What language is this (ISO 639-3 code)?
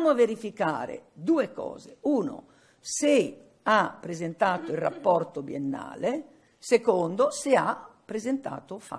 ita